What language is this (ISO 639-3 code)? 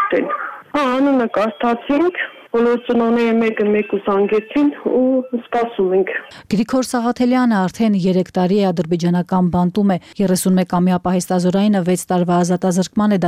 hye